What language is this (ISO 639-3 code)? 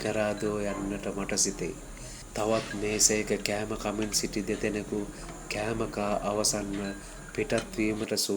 sin